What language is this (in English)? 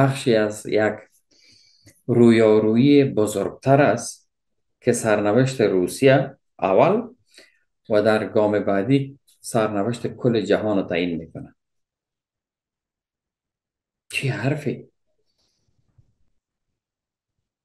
Persian